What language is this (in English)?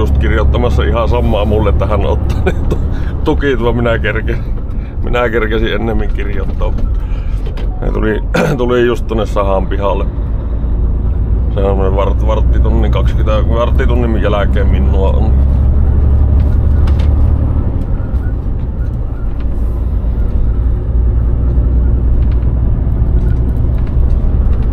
Finnish